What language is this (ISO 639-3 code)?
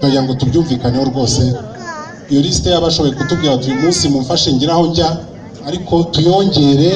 kin